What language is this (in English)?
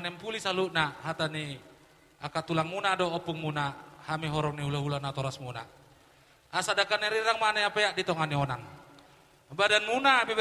Batak Toba